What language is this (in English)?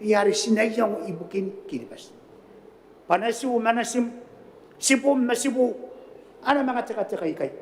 Gilbertese